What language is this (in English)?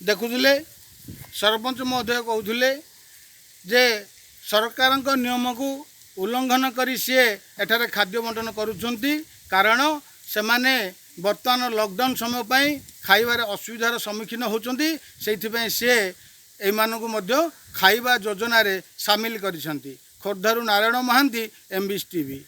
Odia